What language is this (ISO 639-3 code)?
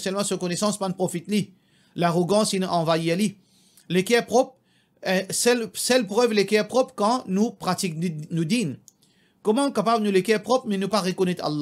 mfe